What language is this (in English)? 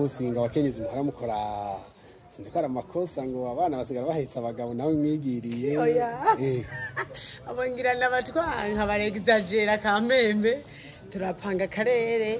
Rundi